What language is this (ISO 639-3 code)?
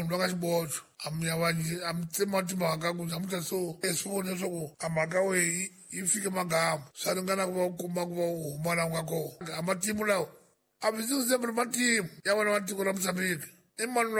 tso